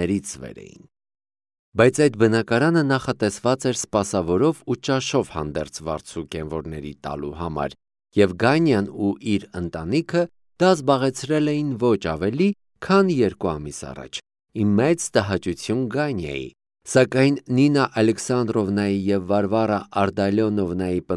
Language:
Armenian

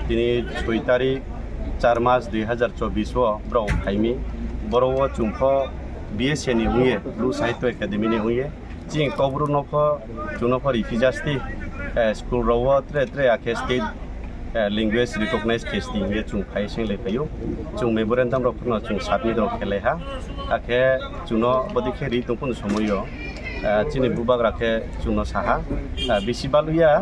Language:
Riang (India)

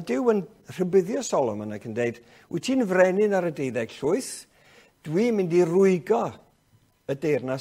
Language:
Welsh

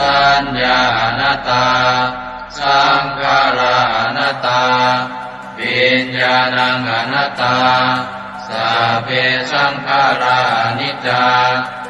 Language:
Pali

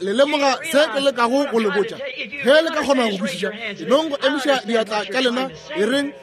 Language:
Northern Sotho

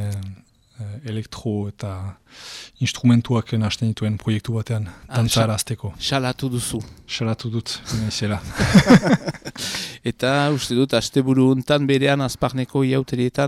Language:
Basque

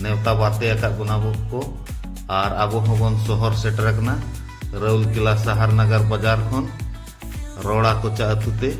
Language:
Santali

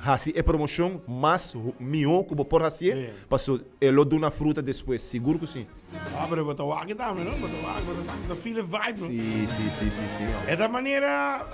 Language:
Papiamento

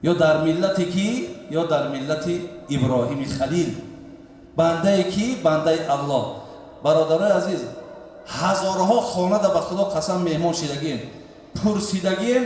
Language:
Tajik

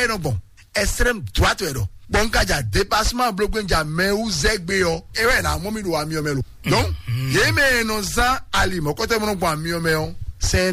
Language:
Fon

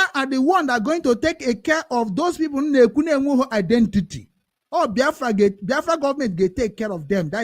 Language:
Igbo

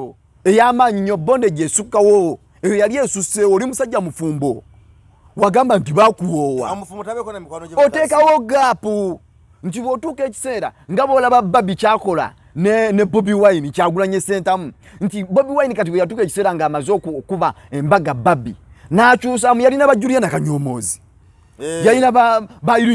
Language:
Ganda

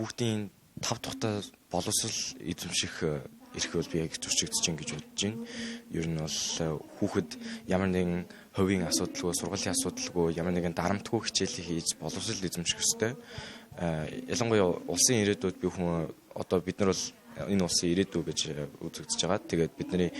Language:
Mongolian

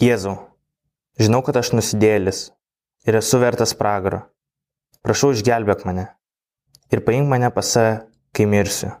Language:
Lithuanian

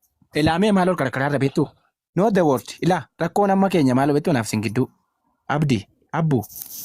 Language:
Oromo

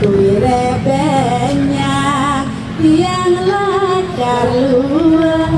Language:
Balinese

